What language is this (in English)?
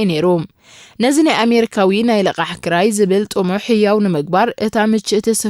Tigrinya